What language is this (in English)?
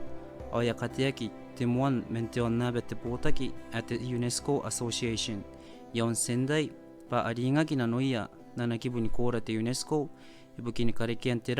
Gilbertese